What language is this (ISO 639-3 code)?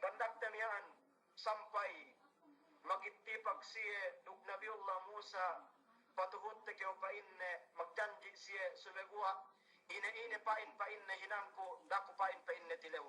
yka